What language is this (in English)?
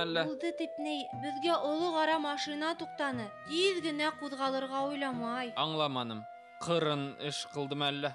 Bashkir